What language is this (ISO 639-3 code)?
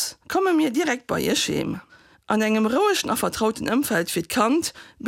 ltz